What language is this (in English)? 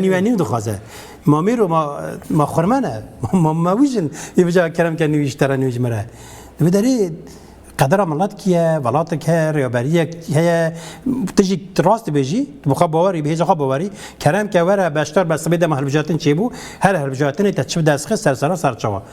Kurdish